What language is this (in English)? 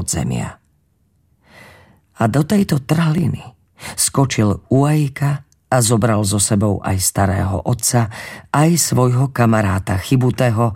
Slovak